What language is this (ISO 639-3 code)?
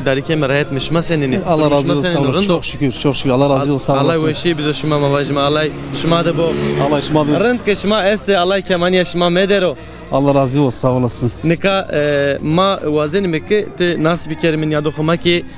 zza